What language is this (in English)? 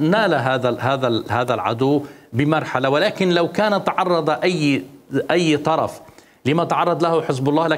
Mesopotamian Arabic